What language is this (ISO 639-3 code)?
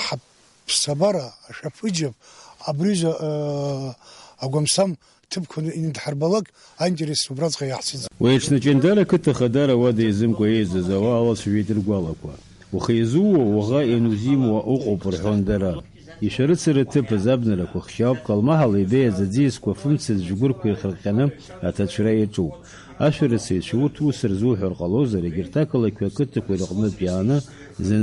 abk